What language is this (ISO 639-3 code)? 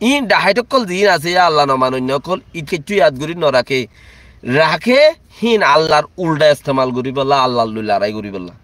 rhg